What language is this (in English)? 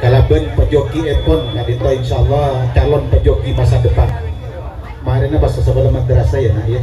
Madurese